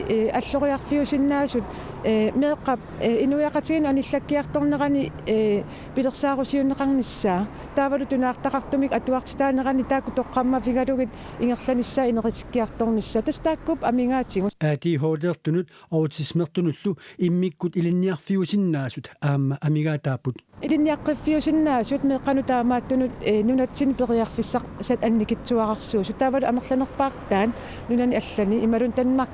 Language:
Kalaallisut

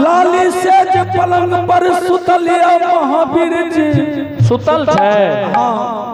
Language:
Angika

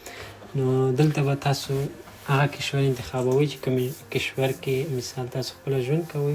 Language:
Pashto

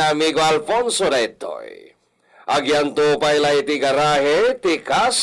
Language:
Iloko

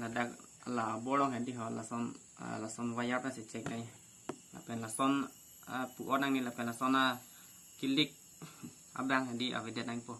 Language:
Karbi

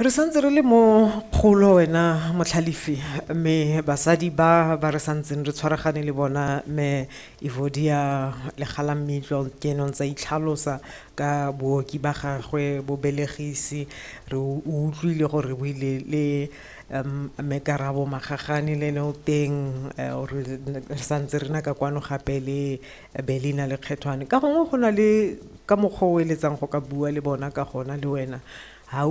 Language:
Tswana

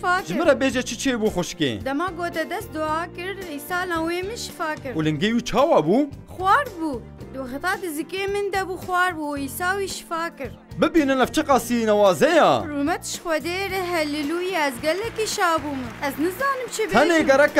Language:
Kurdish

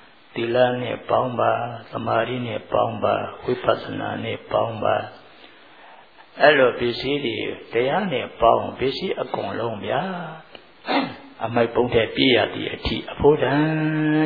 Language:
Burmese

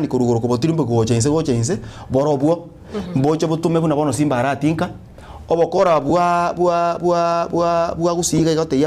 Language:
Gusii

